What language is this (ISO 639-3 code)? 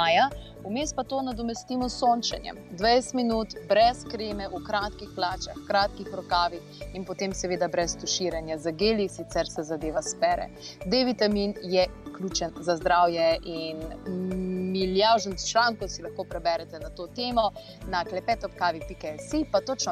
slv